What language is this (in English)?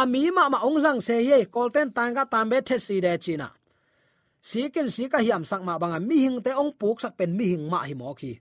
Tedim Chin